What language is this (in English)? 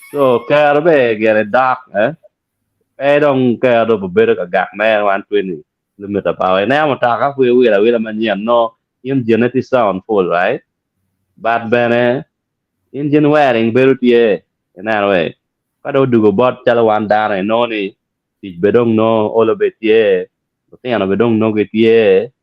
Acoli